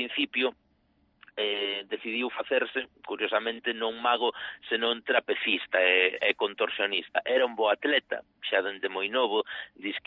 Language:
Galician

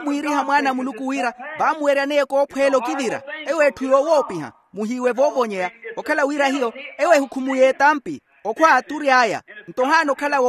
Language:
Makhuwa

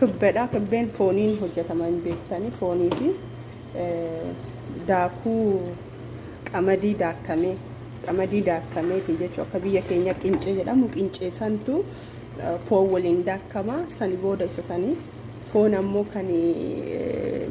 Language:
Oromo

